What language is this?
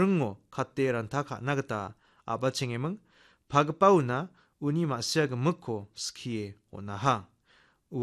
Garo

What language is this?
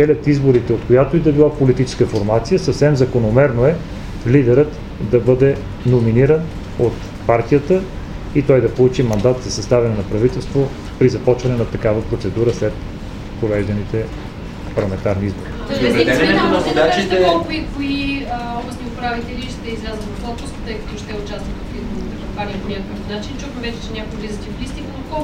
Bulgarian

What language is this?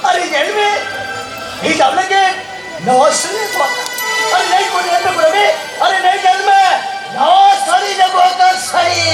Santali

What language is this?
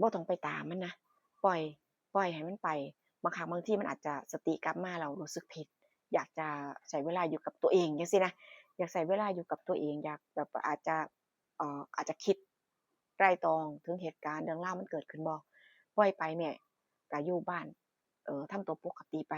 Northeastern Thai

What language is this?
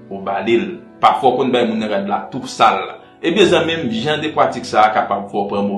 Haitian Creole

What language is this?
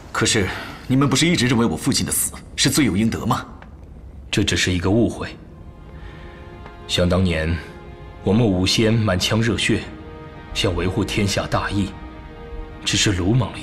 Chinese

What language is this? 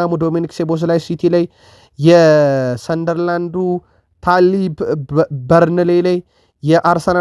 Amharic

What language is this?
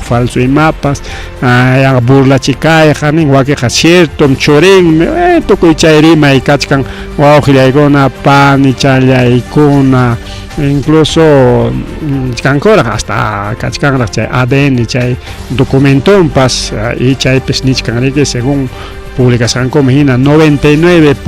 Ayacucho Quechua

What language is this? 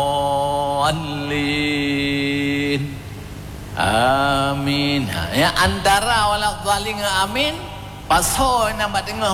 Achinese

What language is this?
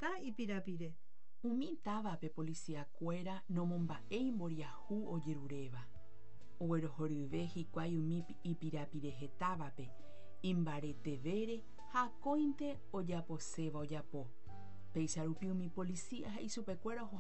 Guarani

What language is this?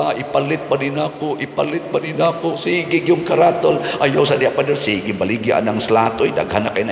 Cebuano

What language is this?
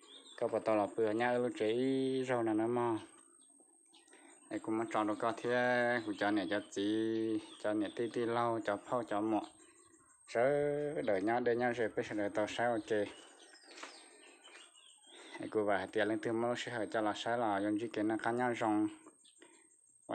Vietnamese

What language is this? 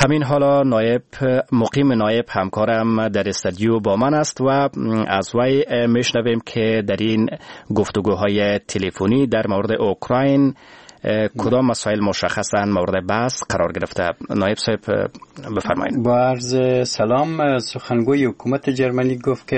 Persian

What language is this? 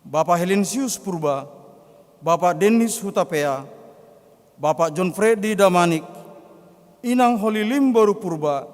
Batak Simalungun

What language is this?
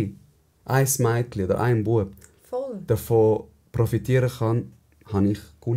Swiss German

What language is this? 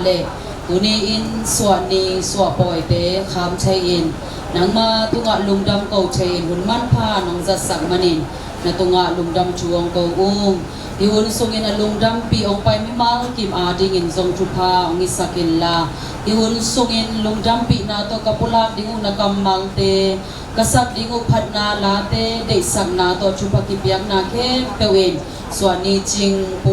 Tedim Chin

